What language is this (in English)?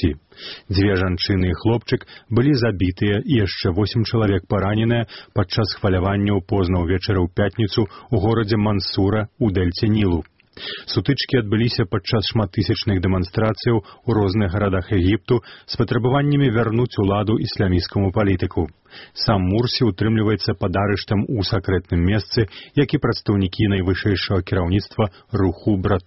Belarusian